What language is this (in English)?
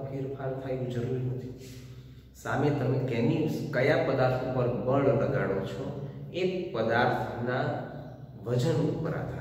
Gujarati